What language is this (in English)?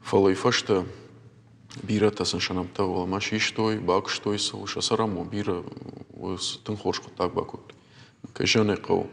Ossetic